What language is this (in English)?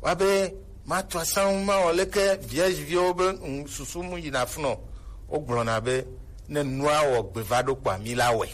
Gen